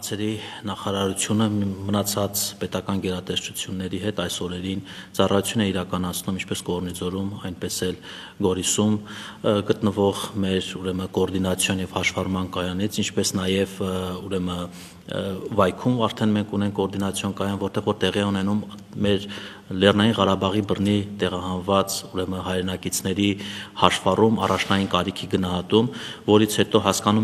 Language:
Armenian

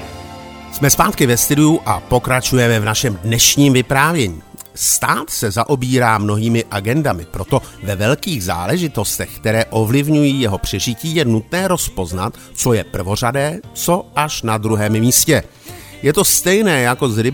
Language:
Czech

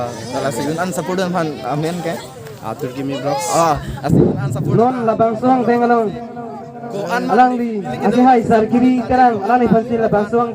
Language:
Karbi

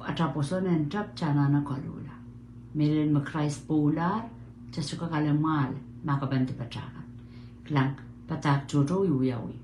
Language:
Pohnpeian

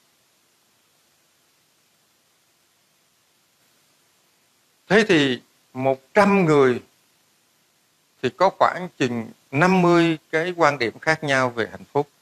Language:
Vietnamese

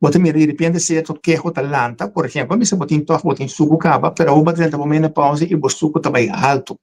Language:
Papiamento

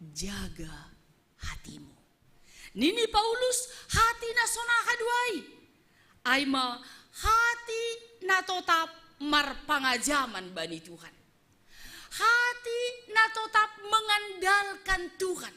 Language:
Batak Simalungun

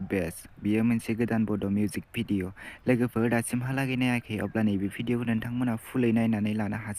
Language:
Bodo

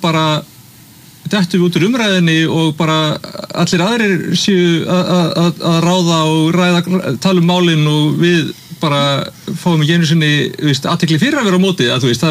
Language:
Icelandic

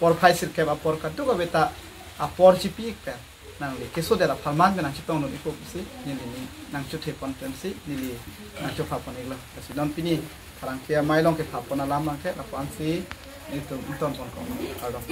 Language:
Karbi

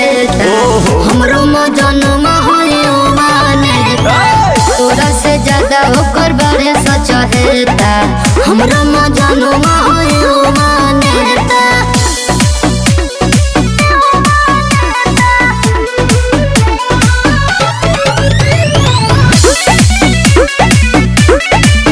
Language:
Bhojpuri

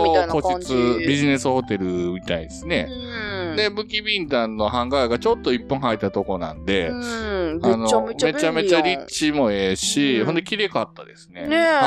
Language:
Japanese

